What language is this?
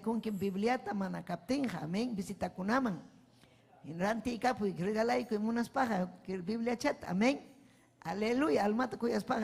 Ayacucho Quechua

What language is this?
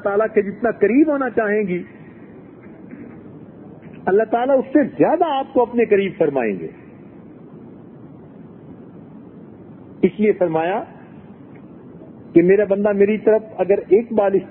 Urdu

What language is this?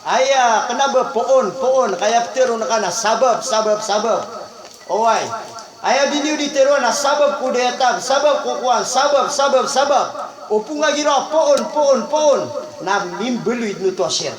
Maranao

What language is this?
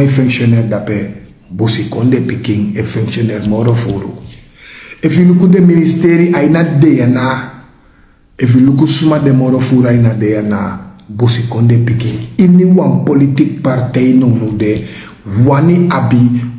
Sranan Tongo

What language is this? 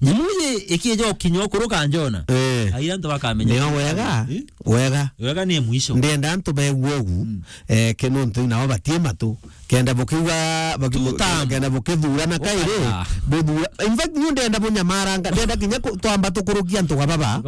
Meru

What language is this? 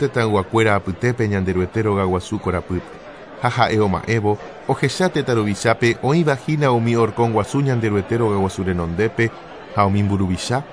Guarani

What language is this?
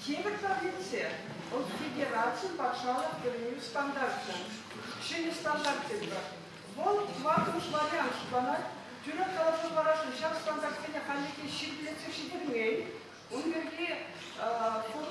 Chuvash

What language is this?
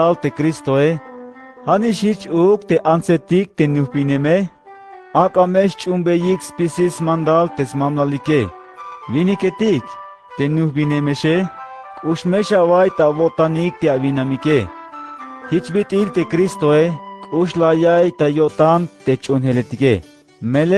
Tzeltal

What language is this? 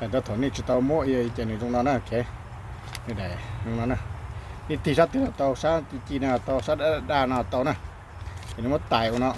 Hmong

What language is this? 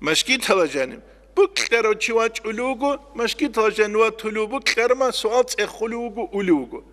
Avaric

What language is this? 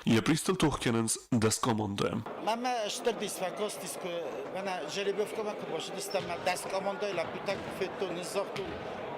Ossetic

